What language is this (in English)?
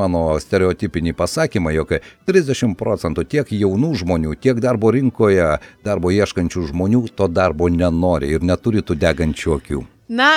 Lithuanian